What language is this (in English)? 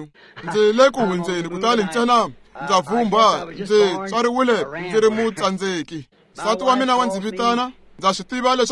Tsonga